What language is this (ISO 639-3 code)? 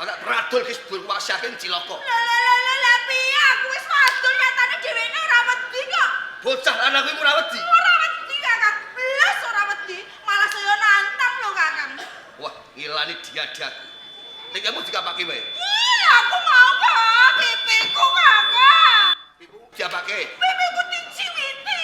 jav